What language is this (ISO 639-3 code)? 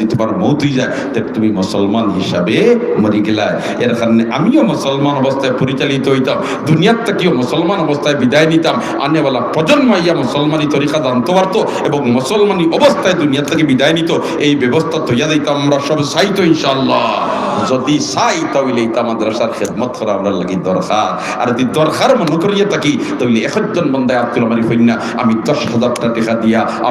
syl